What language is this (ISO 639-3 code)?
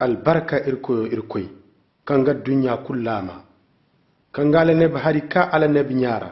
ses